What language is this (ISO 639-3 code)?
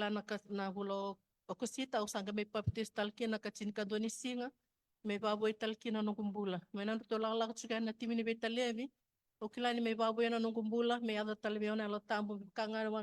fij